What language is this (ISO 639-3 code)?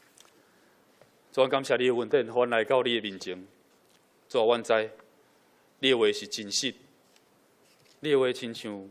nan